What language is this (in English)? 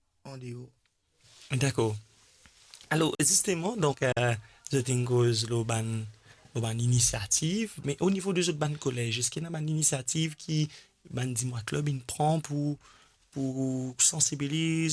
Morisyen